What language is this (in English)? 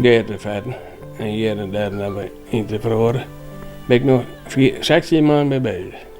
Western Frisian